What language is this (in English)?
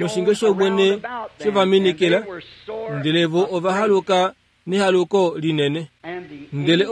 Kuanyama